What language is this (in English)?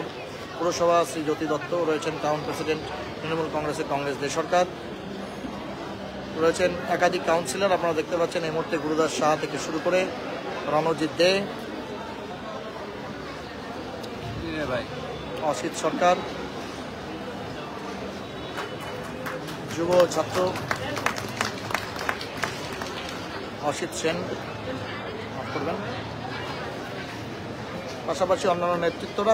Bangla